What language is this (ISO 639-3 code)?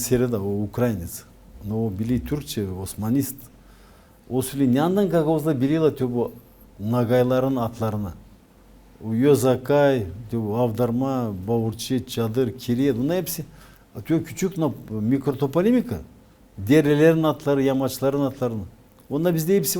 gag